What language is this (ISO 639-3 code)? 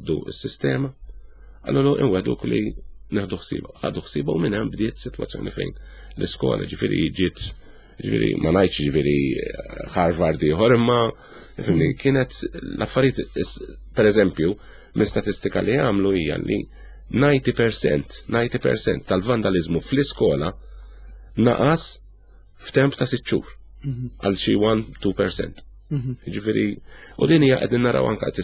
mlt